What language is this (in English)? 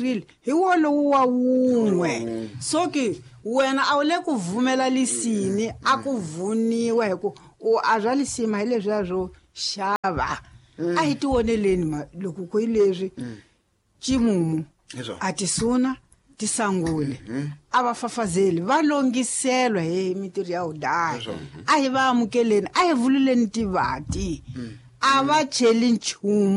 Tsonga